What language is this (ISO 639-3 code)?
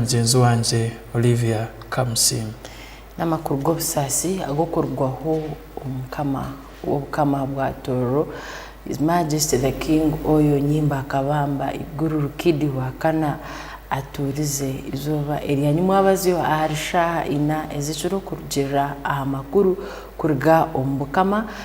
ttj